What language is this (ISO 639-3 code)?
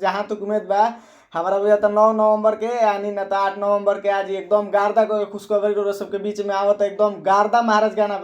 bho